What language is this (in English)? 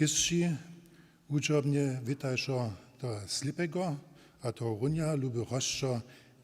Upper Sorbian